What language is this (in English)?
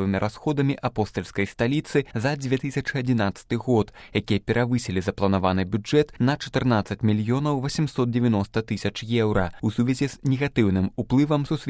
Belarusian